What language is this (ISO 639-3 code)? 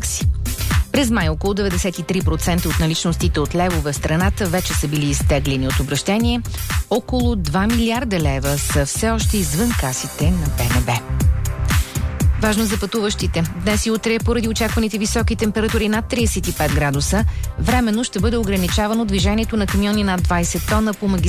bul